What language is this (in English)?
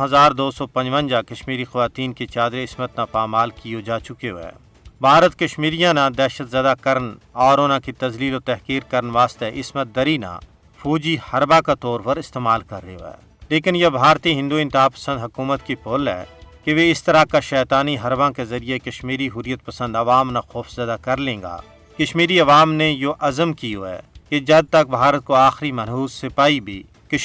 Gujari